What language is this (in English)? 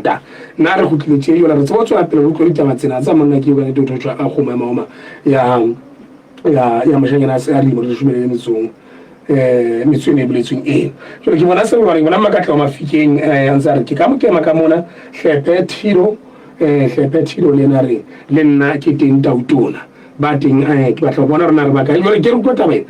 Southern Sotho